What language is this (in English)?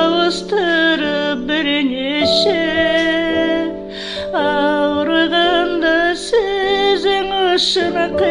Kazakh